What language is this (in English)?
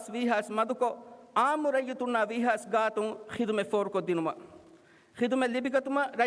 Divehi